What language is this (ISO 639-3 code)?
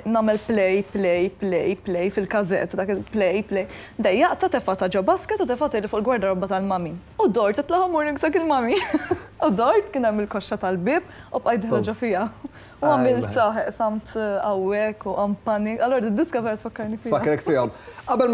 mlt